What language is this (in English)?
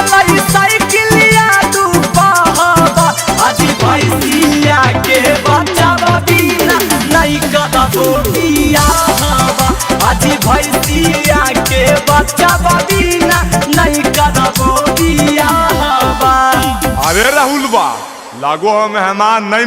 Magahi